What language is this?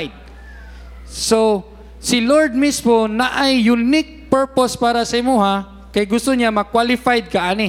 Cebuano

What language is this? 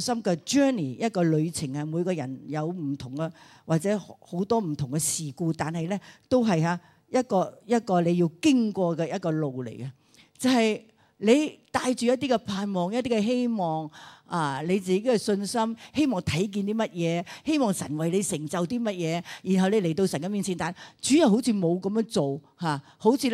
Cantonese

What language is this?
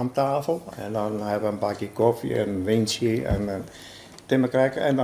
Western Frisian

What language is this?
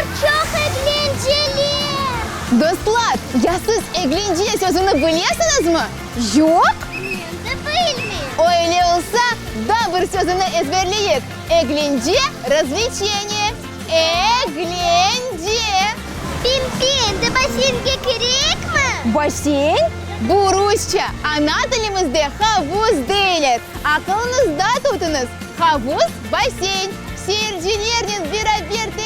Crimean Tatar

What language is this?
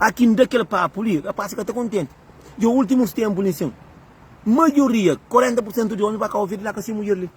Kabuverdianu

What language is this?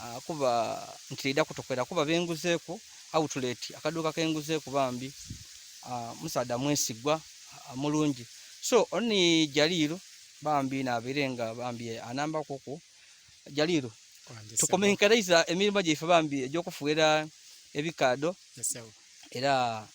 Ganda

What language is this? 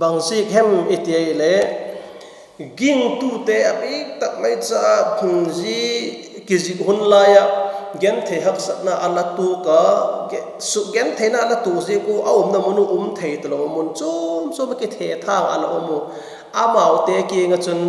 Vaiphei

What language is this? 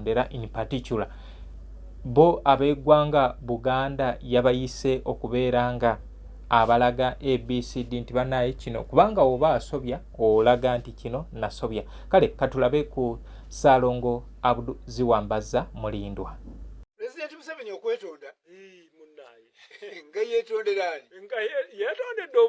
Ganda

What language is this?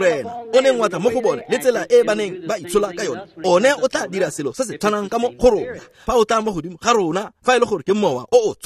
Tswana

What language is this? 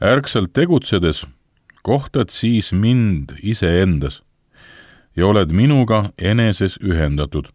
Estonian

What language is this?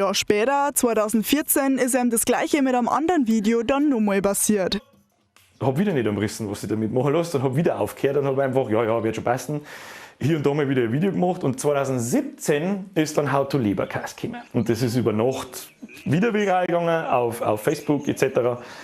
Bavarian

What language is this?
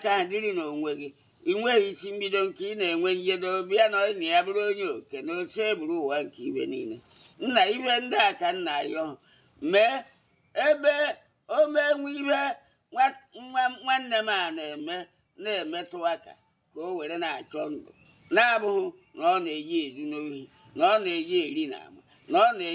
Igbo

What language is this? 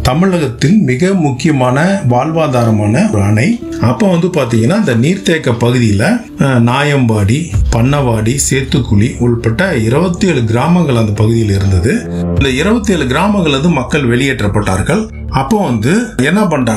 Tamil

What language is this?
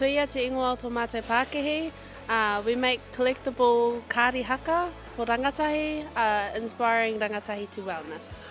Māori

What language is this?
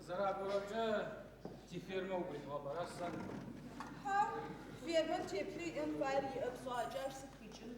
Adyghe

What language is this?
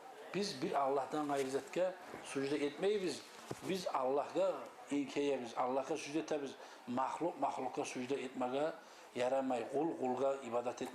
Kumyk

